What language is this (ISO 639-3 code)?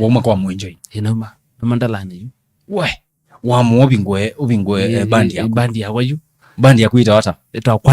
kam